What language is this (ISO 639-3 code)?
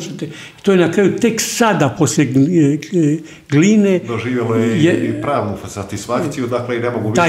hrv